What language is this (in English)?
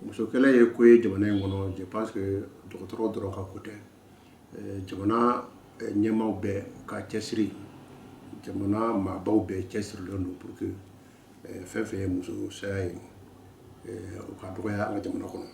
Bambara